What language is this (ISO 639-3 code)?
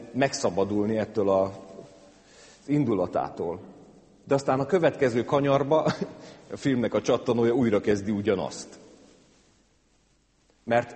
hun